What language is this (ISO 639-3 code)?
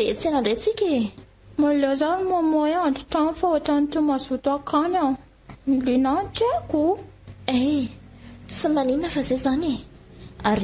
mlg